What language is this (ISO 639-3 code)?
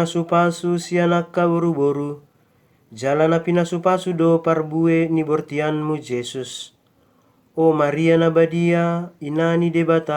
bbc